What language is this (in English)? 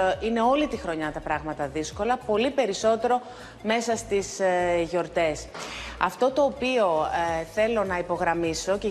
Greek